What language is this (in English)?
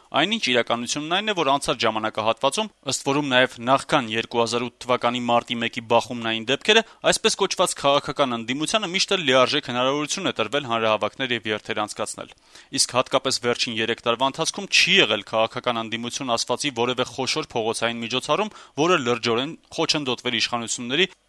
Armenian